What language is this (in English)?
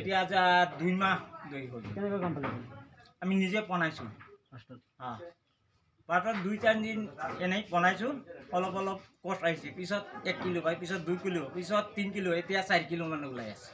Assamese